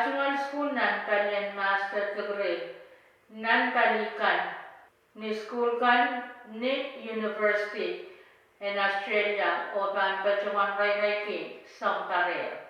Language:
Pohnpeian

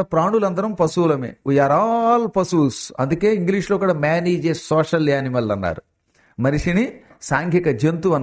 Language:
Telugu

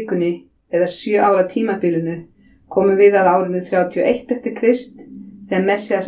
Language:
Icelandic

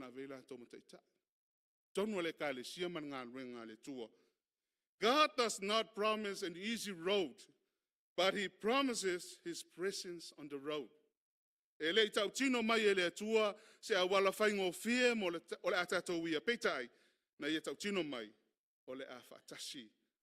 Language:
Samoan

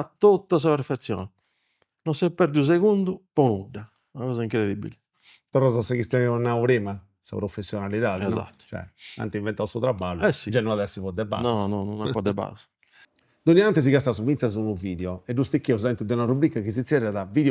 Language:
Sardinian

